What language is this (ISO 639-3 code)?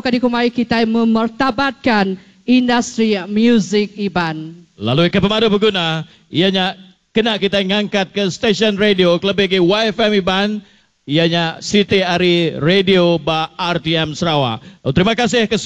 iba